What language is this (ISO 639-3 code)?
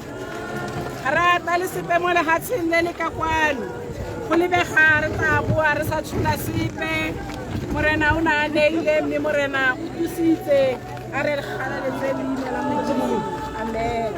tsn